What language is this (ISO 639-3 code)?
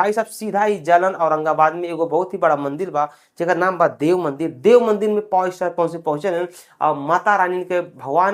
bho